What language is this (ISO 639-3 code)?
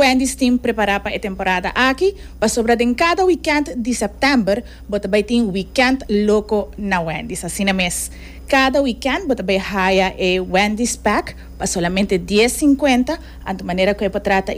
pap